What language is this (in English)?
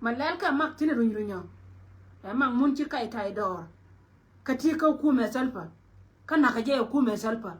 Nuer